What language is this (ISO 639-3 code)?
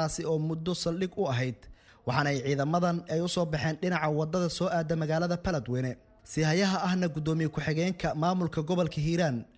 som